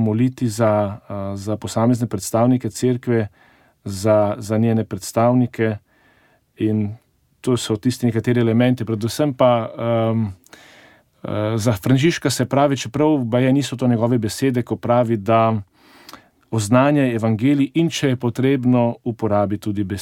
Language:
Slovenian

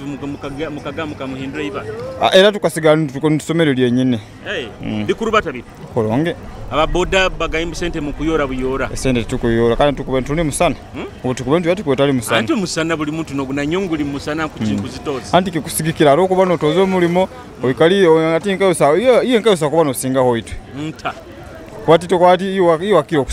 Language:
Nyoro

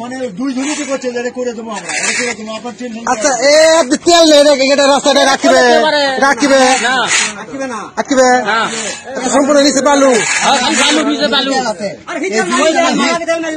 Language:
Sylheti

